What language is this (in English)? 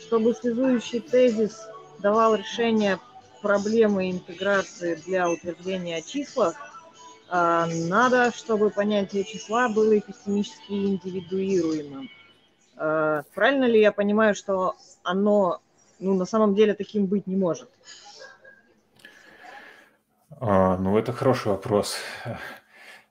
Russian